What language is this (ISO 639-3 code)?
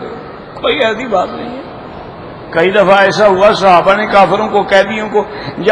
urd